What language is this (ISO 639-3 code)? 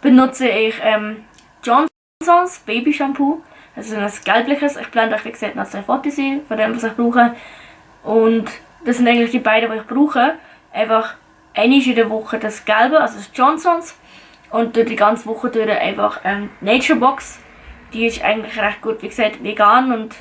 gsw